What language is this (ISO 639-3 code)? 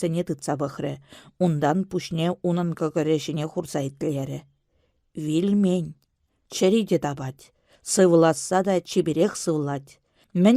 chv